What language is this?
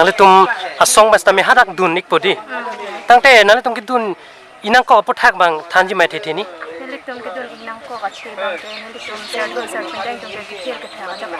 Karbi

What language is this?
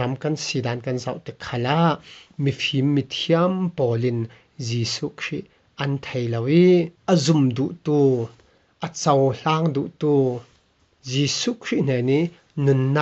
Falam Chin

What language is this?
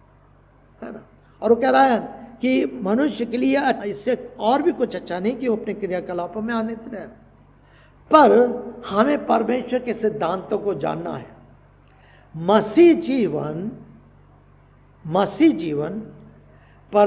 Hindi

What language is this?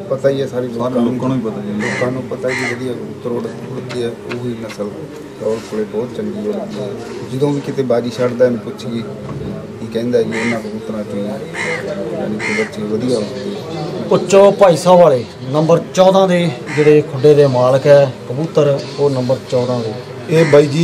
Punjabi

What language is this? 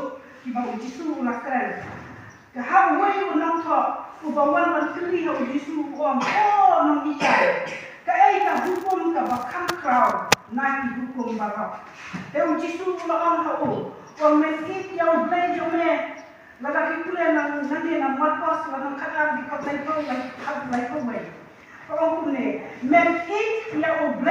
Khasi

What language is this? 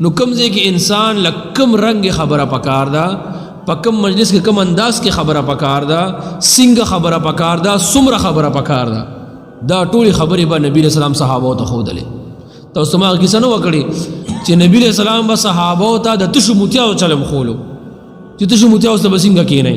Pashto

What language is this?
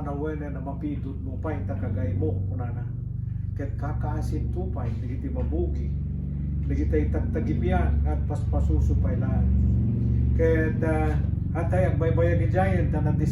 Iloko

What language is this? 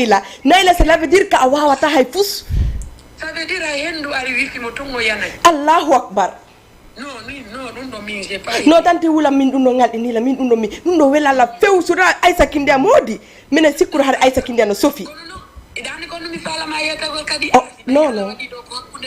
Fula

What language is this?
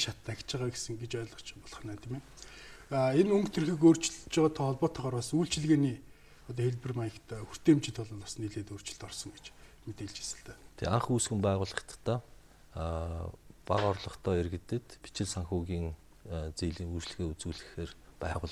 Mongolian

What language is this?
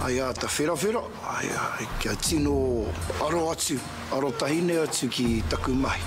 Māori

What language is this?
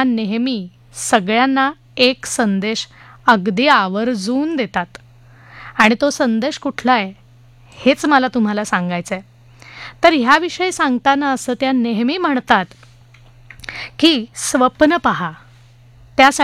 Marathi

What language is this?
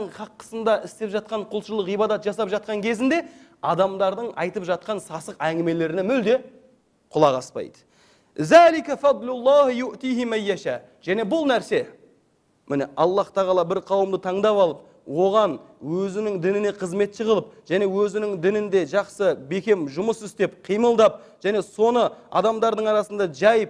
Kazakh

